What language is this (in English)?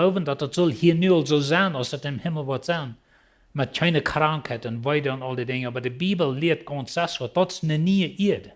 Plautdietsch